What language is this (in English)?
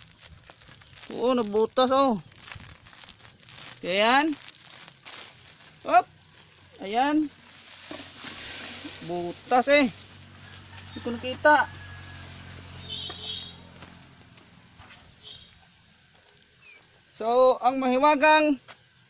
Filipino